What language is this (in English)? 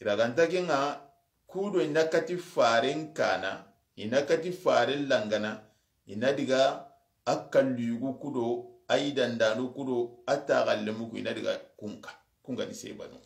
Soninke